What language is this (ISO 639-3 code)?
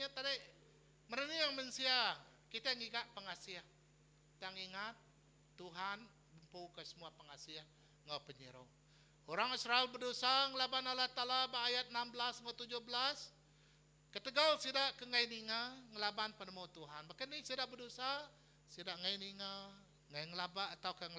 iba